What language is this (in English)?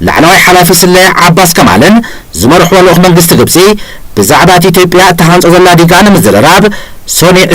Tigrinya